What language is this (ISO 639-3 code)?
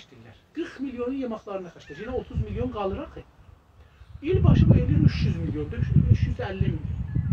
azb